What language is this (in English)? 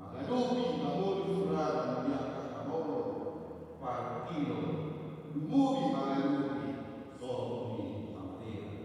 Batak Toba